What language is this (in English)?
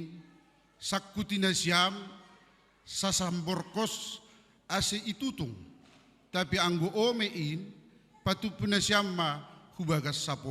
Batak Simalungun